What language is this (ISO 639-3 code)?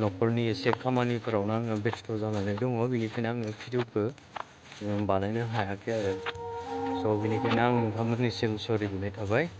brx